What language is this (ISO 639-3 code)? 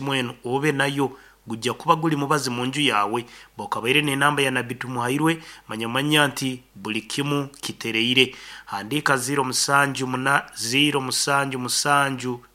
nyo